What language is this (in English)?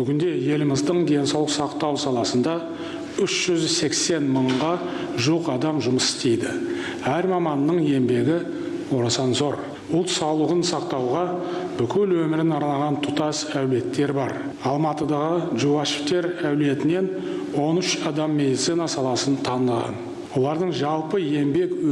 Kazakh